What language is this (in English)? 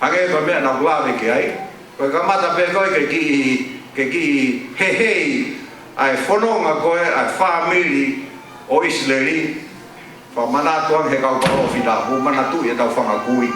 Tongan